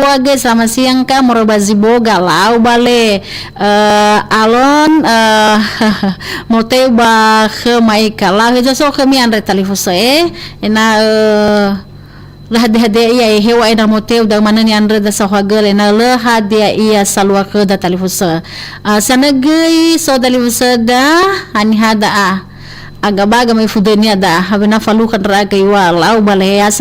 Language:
Nias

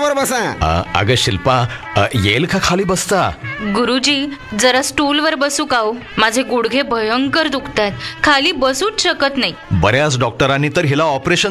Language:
Marathi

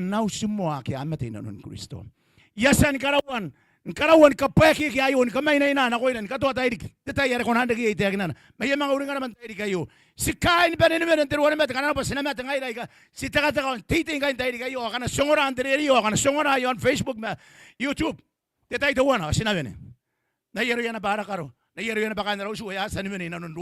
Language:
Gilbertese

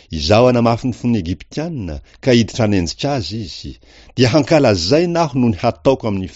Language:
Malagasy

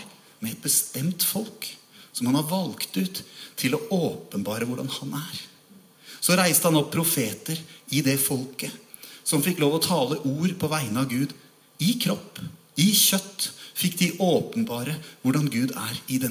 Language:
Norwegian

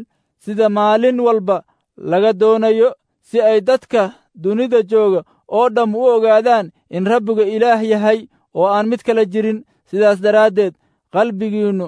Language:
Somali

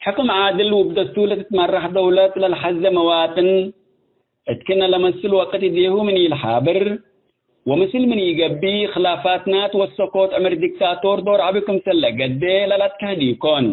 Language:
Tigre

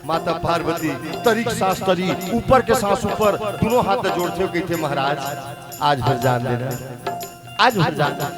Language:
Chhattisgarhi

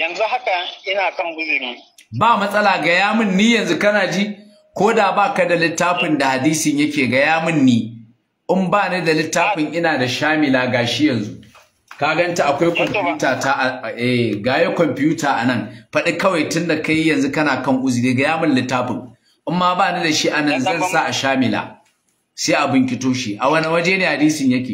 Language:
Hausa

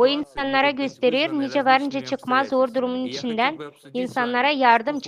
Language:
Gagauz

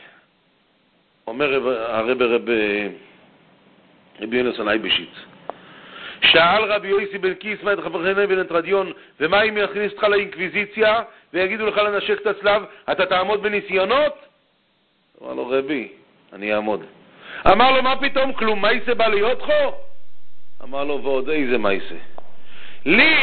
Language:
Hebrew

